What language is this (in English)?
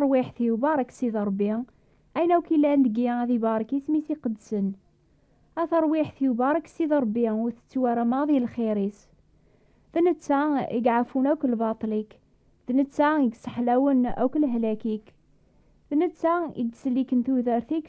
Kabyle